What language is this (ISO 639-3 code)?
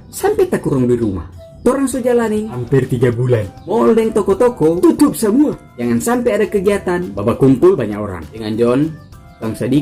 xmm